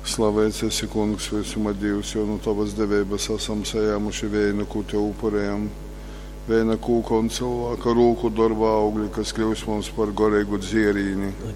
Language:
Latgalian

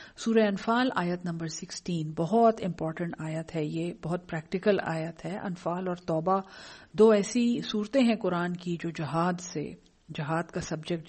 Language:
Urdu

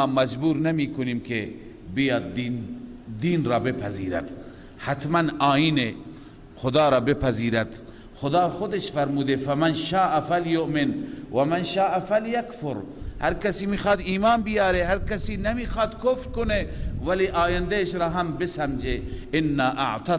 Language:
Persian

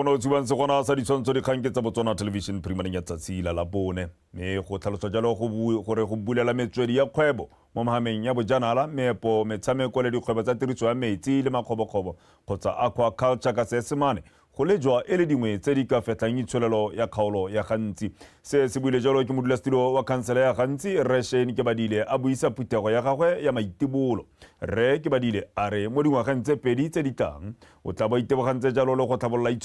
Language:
Tswana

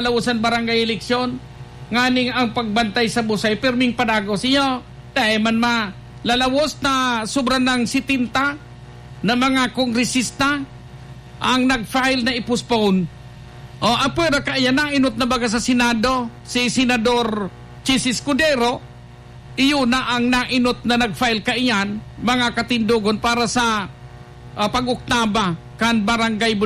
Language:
Bikol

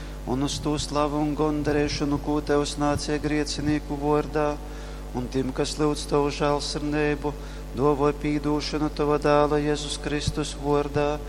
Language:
Latgalian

